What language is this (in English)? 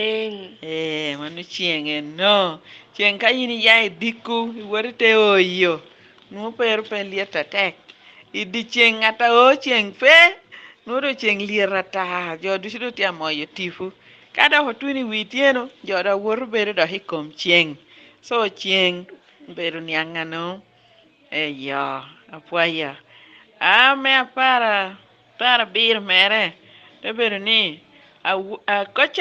Lango (Uganda)